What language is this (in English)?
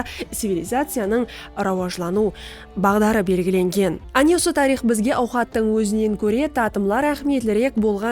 Kara-Kalpak